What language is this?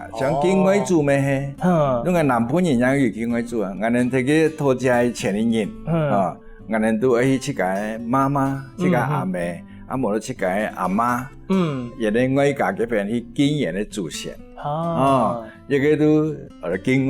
Hakka Chinese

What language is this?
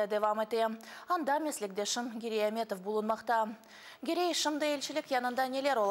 Crimean Tatar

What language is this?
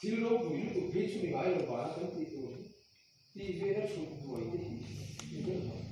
Mizo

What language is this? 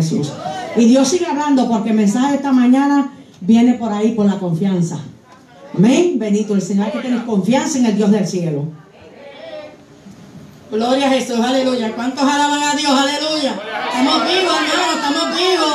Spanish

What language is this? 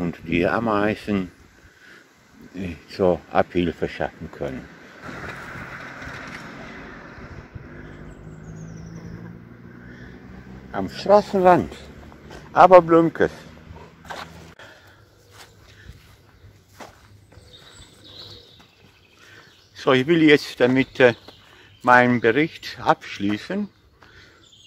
German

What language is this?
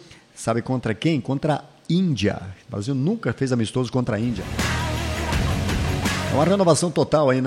Portuguese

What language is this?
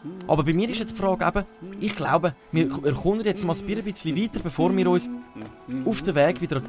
Swiss German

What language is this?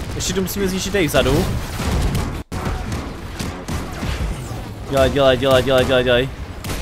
Czech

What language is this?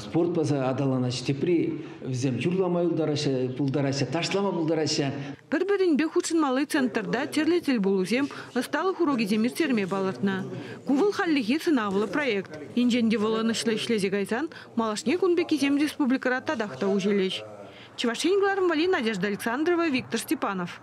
Chuvash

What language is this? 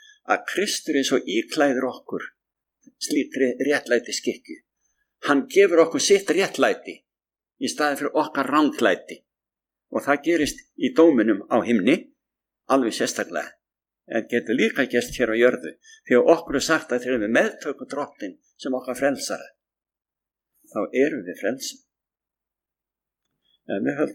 Icelandic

